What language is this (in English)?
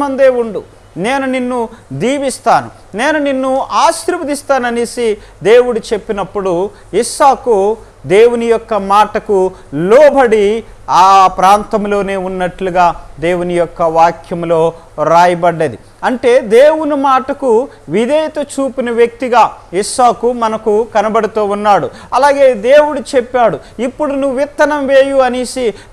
Telugu